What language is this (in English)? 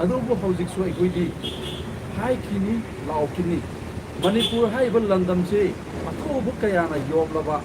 Manipuri